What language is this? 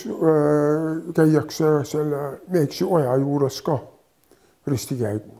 Estonian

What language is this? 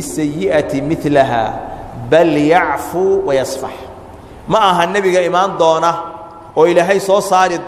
Somali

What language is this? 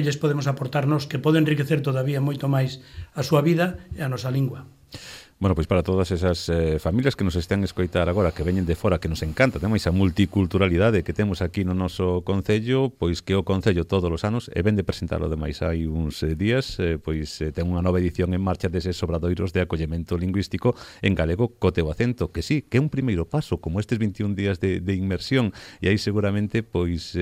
Galician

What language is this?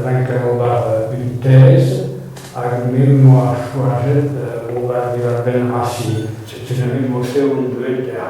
Breton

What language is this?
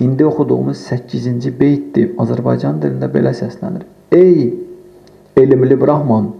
Azerbaijani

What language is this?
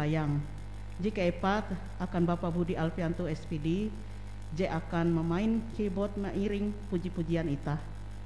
Ngaju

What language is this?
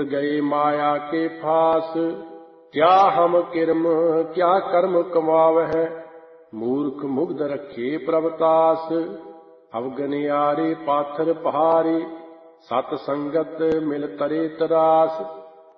Punjabi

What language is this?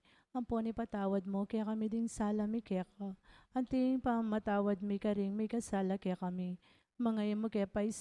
Pampanga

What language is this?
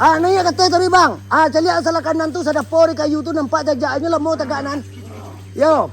Minangkabau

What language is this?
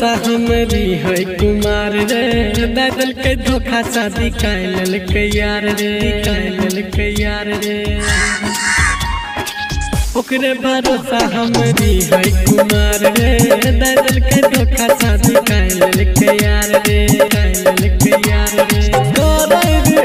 Bhojpuri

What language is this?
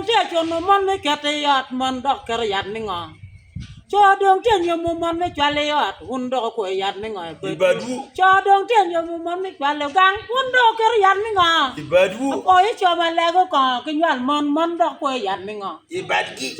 Acoli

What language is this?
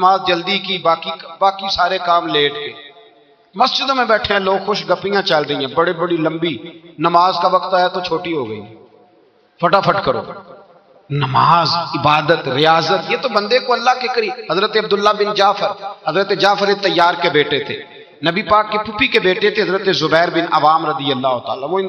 Urdu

